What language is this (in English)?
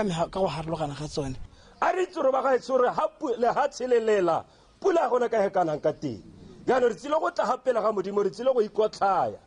Tswana